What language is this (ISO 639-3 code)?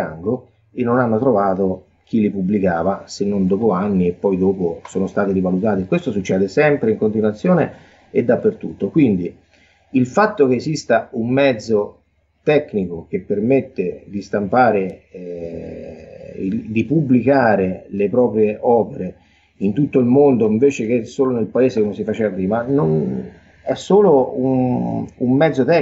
ita